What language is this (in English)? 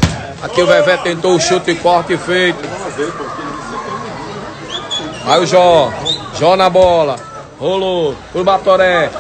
Portuguese